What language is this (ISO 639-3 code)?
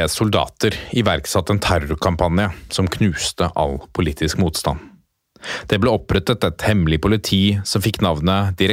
nor